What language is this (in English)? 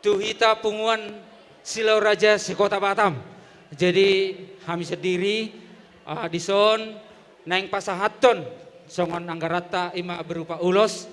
Batak Toba